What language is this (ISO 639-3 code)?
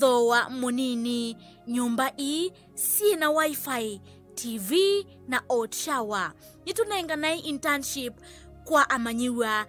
kam